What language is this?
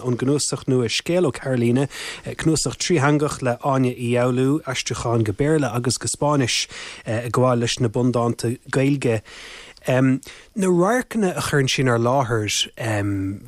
Irish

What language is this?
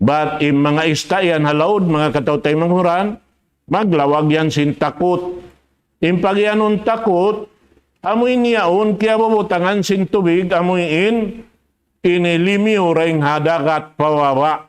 Tausug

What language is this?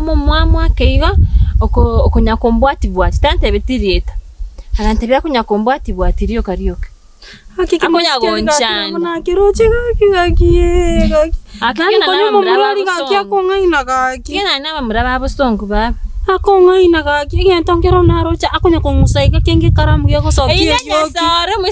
Gusii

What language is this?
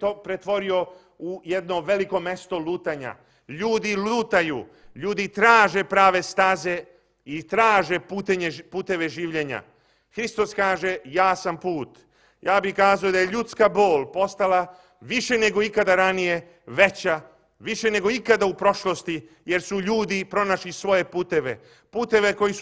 Serbian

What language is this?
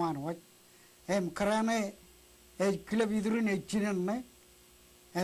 Marshallese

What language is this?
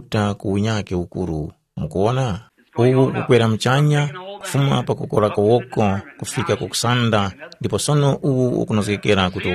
Tumbuka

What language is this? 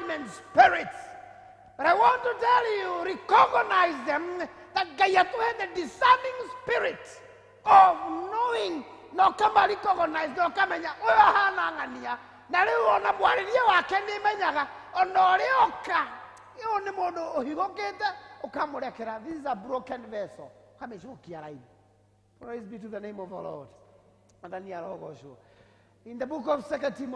Kikuyu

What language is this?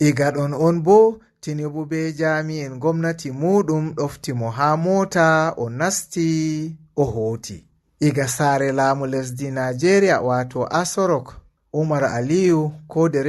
Fula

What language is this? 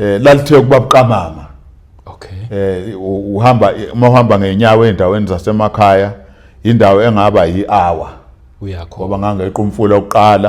Zulu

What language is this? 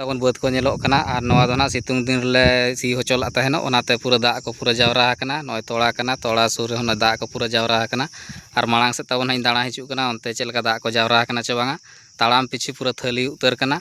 Santali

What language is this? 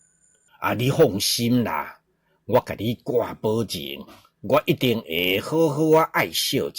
Min Nan Chinese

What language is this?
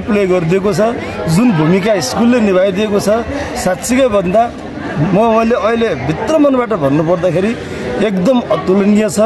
Nepali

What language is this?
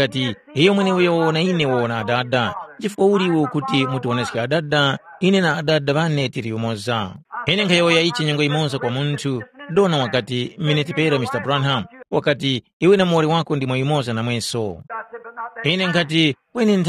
Tumbuka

